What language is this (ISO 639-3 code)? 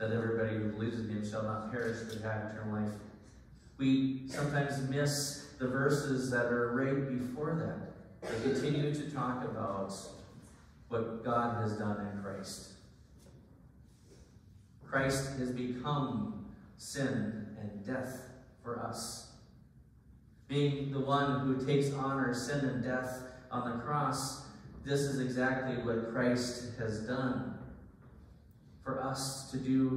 eng